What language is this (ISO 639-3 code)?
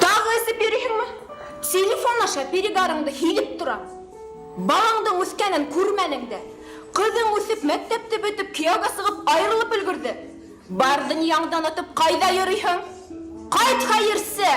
bak